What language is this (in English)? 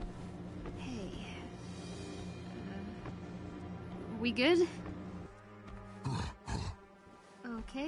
English